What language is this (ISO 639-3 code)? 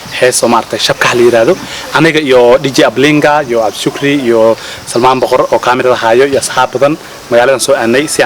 som